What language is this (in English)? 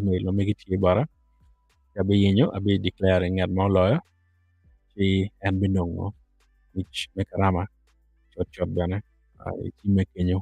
Acoli